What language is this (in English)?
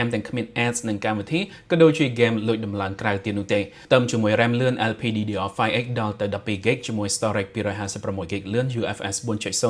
Khmer